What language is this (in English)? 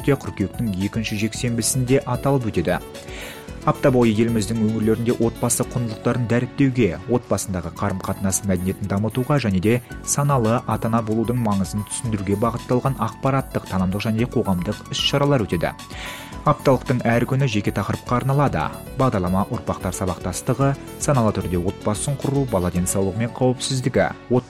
Kazakh